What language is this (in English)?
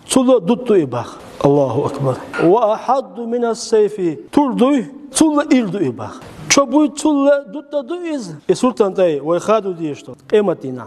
Chechen